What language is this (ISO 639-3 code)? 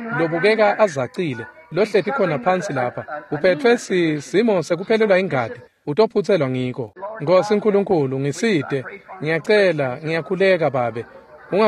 ssw